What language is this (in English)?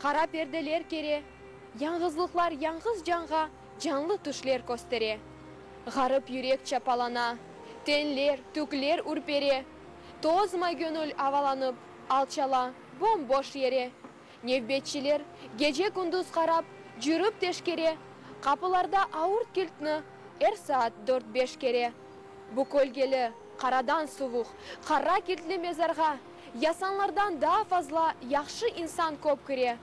Crimean Tatar